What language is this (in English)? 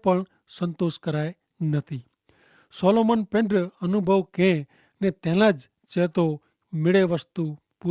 Kachhi